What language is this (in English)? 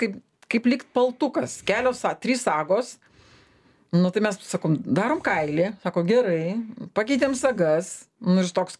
Lithuanian